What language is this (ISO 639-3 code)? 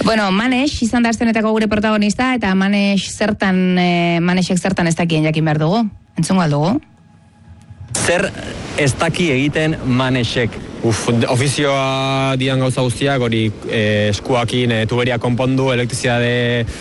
eus